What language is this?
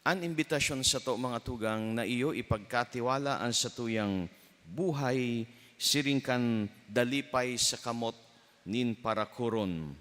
Bikol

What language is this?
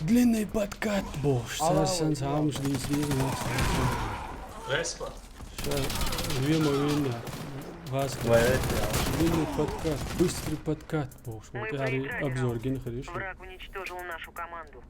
Chechen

